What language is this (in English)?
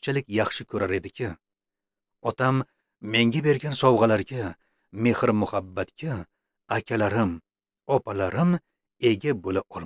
Uzbek